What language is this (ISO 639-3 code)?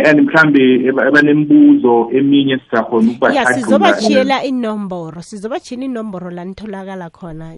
nbl